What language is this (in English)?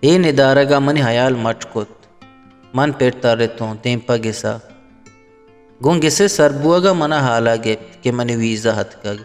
Baluchi